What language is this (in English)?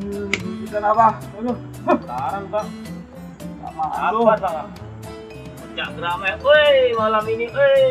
Betawi